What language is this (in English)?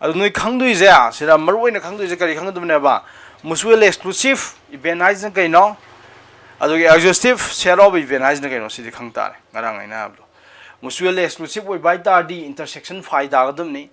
Manipuri